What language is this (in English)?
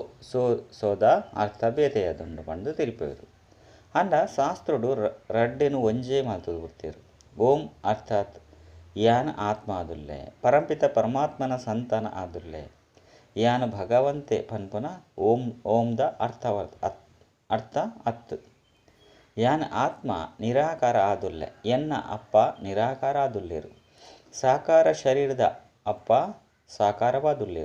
Tulu